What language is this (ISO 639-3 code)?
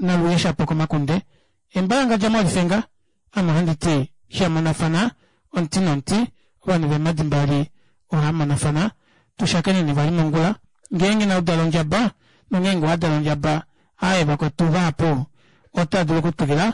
kua